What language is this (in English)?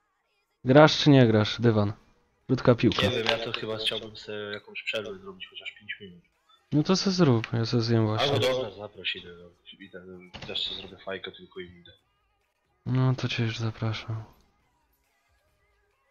Polish